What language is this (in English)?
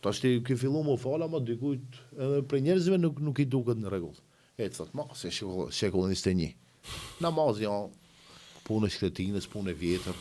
Albanian